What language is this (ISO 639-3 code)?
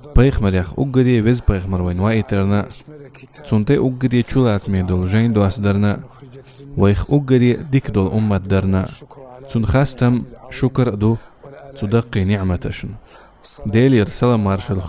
che